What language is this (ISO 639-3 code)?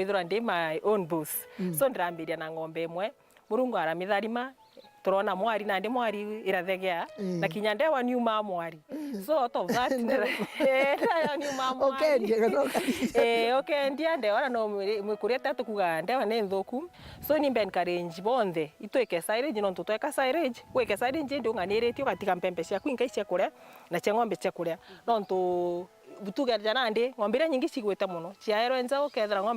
mer